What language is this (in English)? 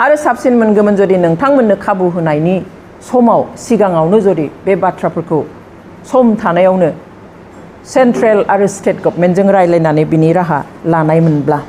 Bodo